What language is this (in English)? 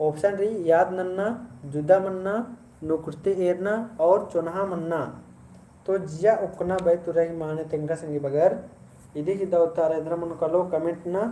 Kurukh